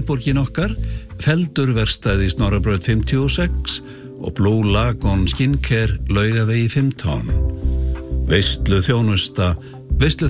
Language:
Icelandic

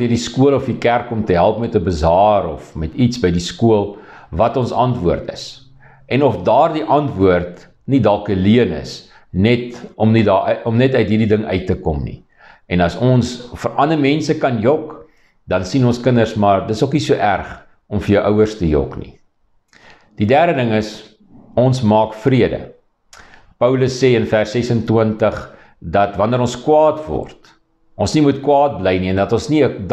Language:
Afrikaans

